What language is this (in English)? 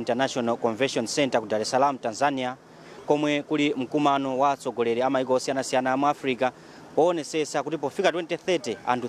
Nyanja